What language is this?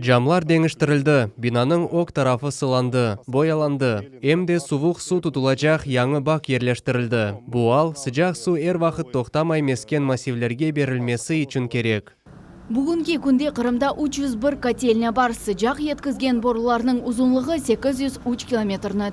Crimean Tatar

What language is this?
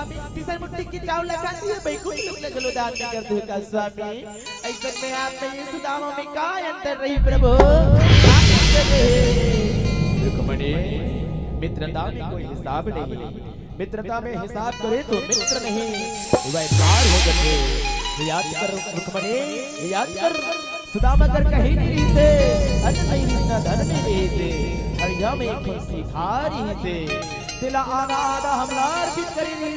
Chhattisgarhi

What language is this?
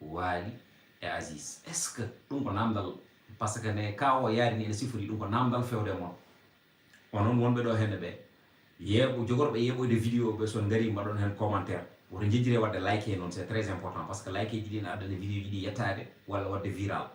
Fula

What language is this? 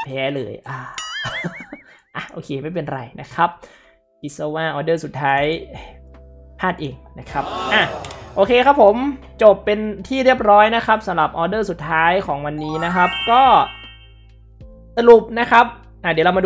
Thai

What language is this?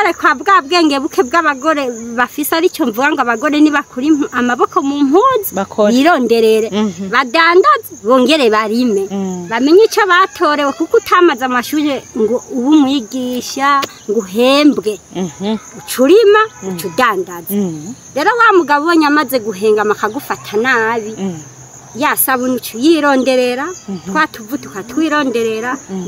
Rundi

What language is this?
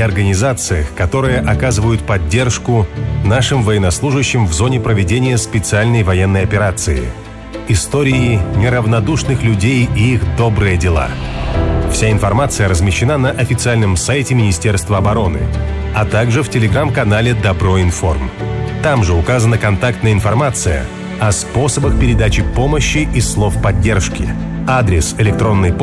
Russian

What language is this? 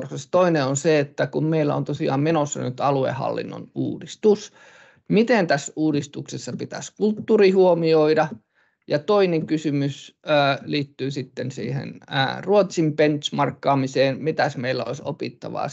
Finnish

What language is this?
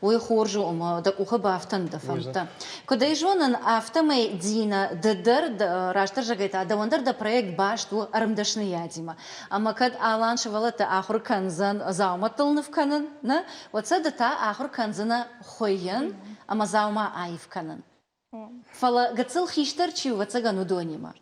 Ossetic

